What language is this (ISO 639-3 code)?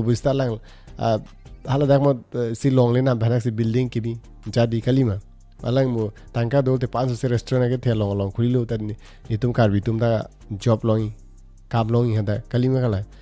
mjw